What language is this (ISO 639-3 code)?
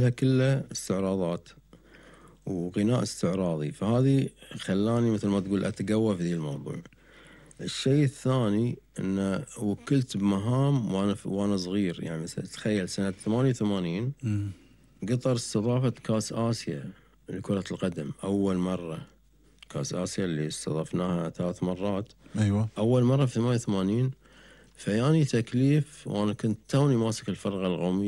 afb